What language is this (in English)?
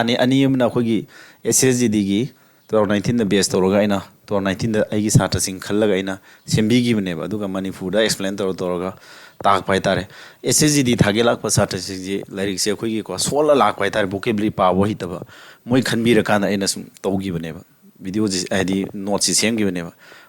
Manipuri